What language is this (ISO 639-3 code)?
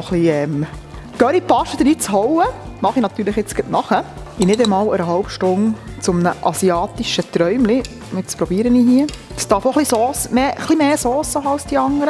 gsw